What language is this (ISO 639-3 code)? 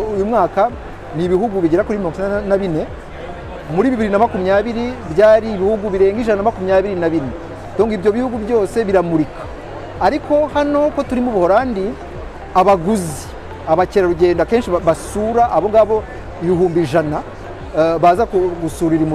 kin